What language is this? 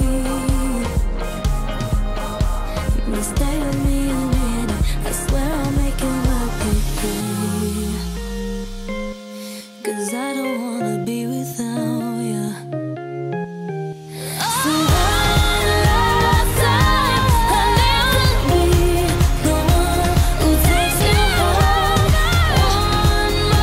English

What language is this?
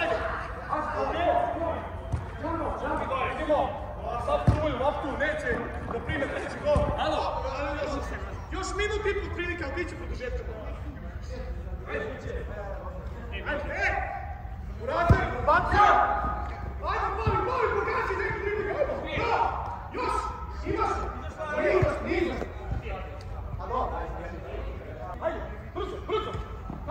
Croatian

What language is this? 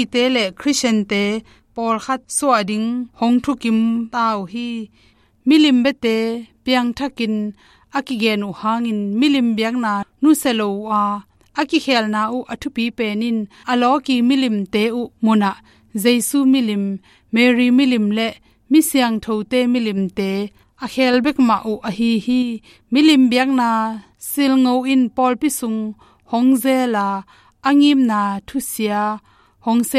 Tedim Chin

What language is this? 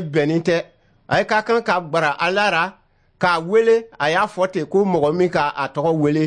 Dyula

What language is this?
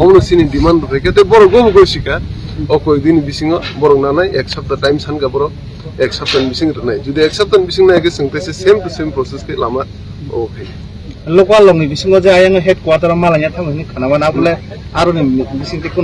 Kok Borok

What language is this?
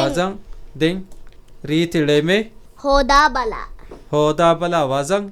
Divehi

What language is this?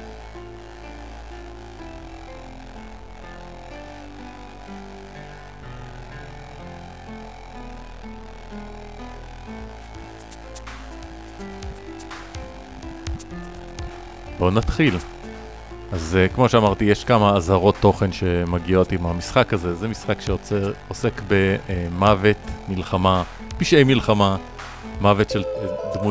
Hebrew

